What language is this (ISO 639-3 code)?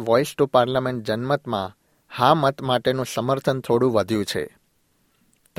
guj